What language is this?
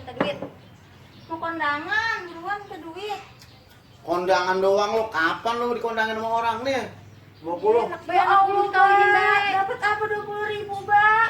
Betawi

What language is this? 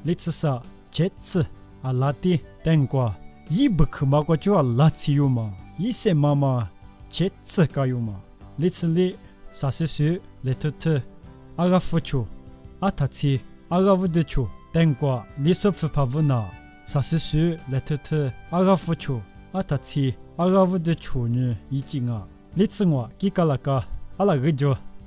Lisu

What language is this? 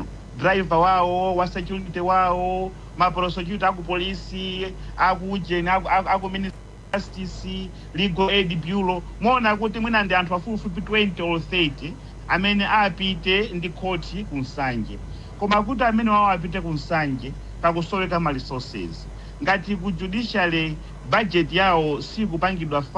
Nyanja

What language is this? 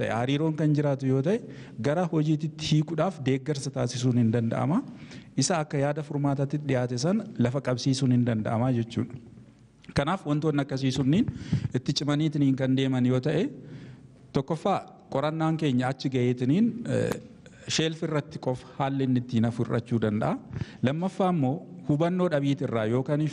Oromo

